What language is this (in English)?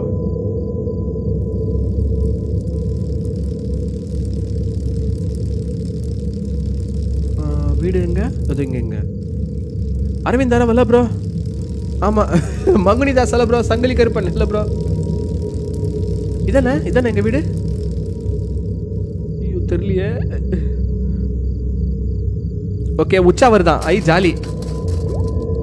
Tamil